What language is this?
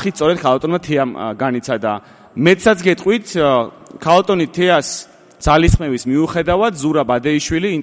Georgian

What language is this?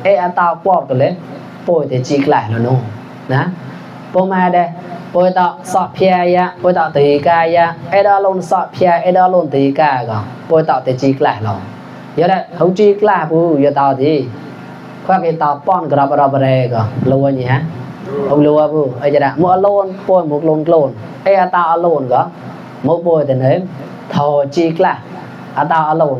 Mon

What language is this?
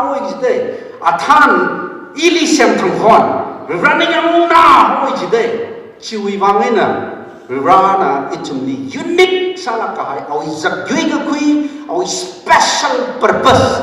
Tangkhul Naga (India)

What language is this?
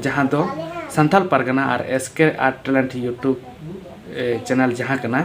Santali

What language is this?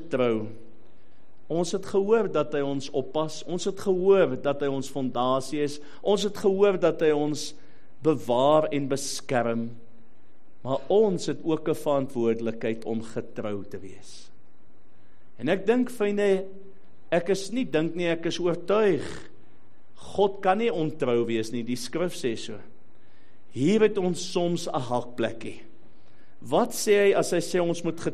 Afrikaans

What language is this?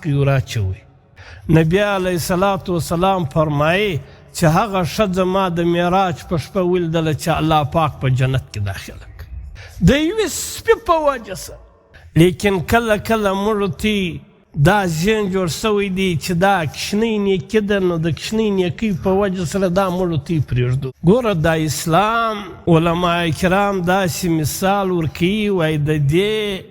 Pashto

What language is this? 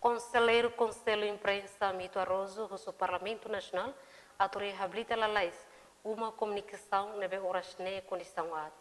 Tetum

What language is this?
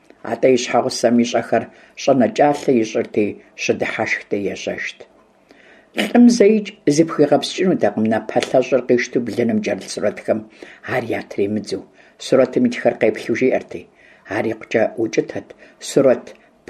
Kabardian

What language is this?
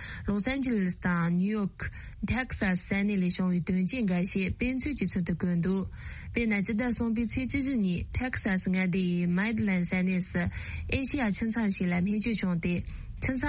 Tibetan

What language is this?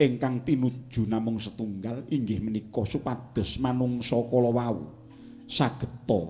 Javanese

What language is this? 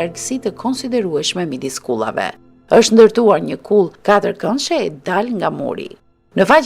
Albanian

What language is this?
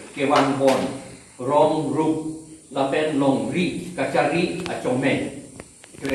Karbi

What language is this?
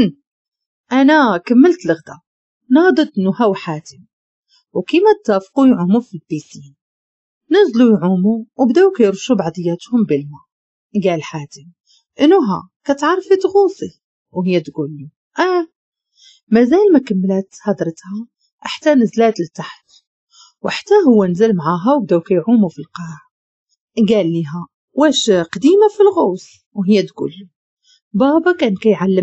Moroccan Arabic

